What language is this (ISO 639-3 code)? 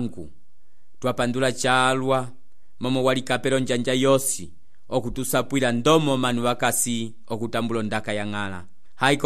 umb